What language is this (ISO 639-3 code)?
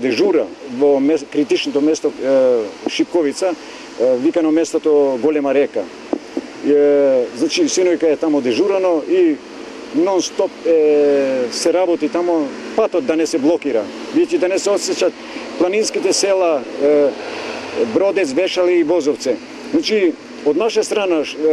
mkd